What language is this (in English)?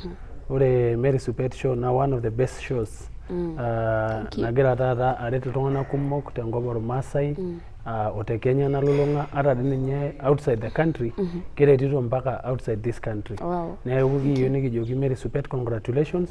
Masai